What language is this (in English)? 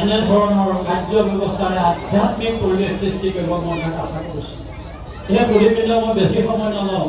Assamese